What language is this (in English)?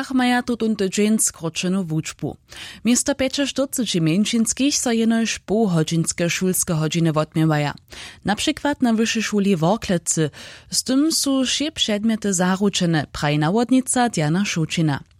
Upper Sorbian